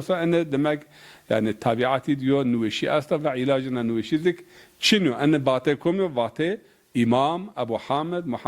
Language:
Zaza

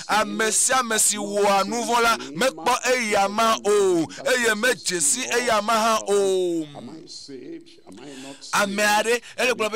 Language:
Ewe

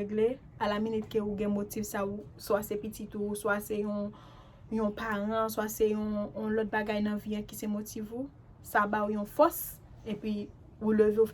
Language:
Haitian Creole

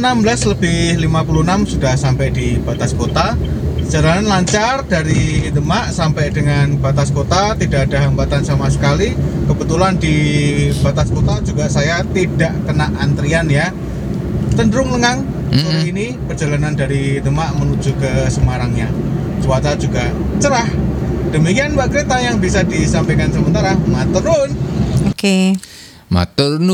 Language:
Indonesian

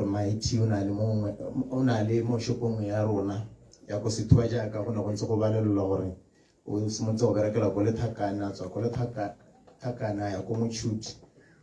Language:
Tswana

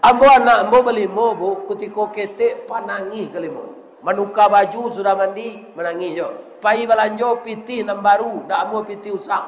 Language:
Minangkabau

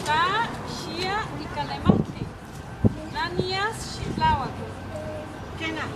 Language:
Eastern Huasteca Nahuatl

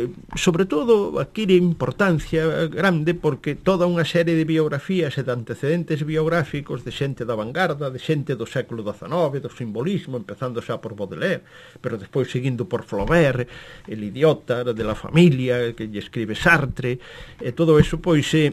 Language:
Galician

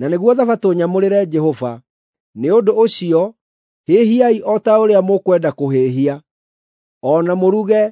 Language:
Kikuyu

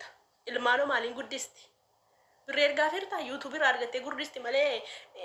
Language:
Oromo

